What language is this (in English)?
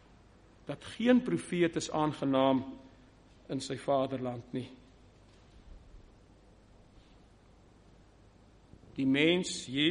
Afrikaans